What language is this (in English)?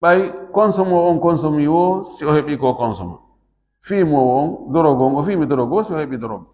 Fula